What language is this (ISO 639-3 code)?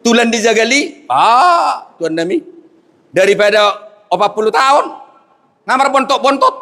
bbc